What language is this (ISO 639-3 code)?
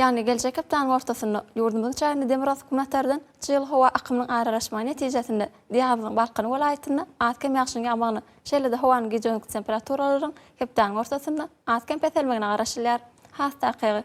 tuk